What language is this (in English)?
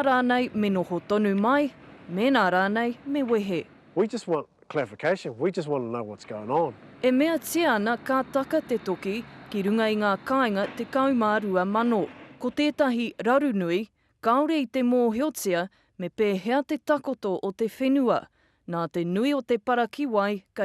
Māori